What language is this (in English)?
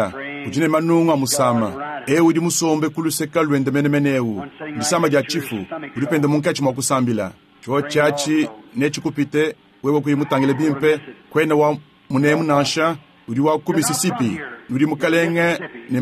Luba-Lulua